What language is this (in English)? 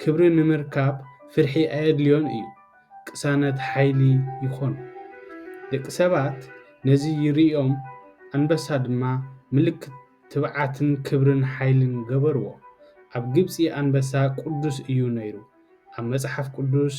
Tigrinya